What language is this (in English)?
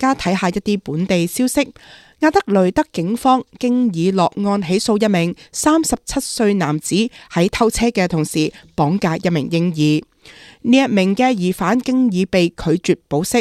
Cantonese